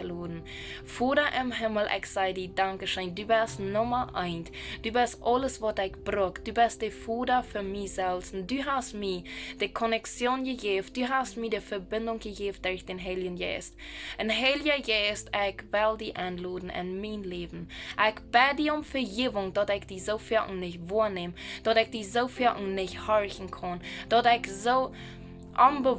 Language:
Plautdietsch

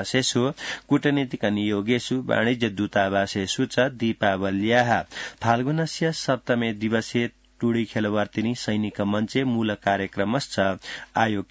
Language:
Sanskrit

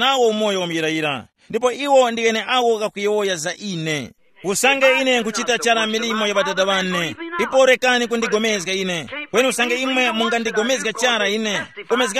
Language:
Tumbuka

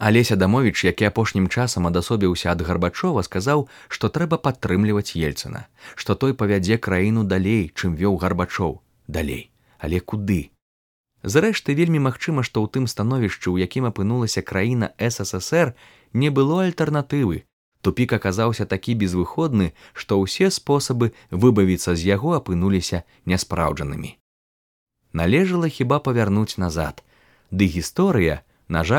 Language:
Belarusian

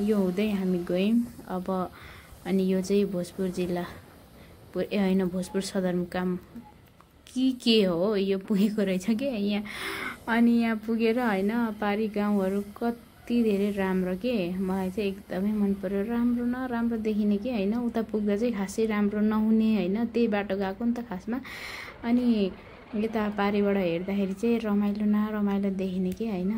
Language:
Nepali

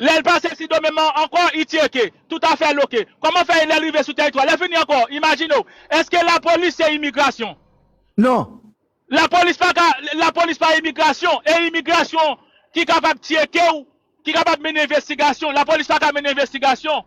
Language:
Haitian Creole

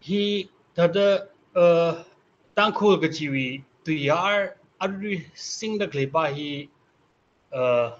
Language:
Tangkhul Naga (India)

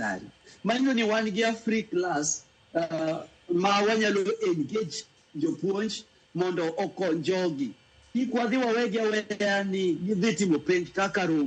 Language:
Luo (Kenya and Tanzania)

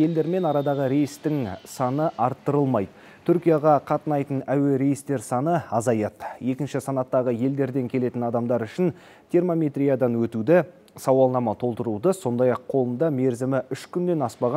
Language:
Kazakh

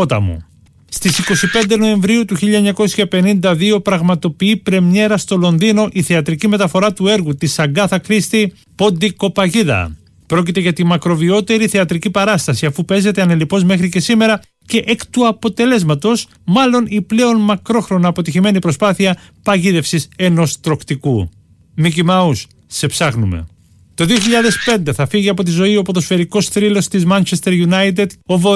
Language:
Greek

